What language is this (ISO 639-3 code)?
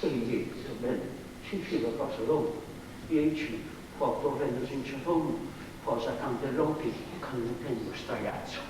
srd